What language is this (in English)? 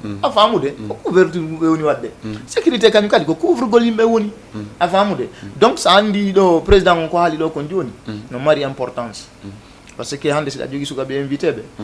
Fula